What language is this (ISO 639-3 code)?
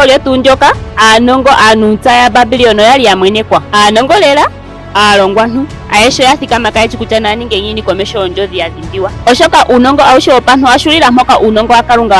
ndo